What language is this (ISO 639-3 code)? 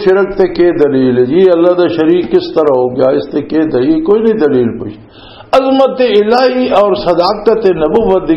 lah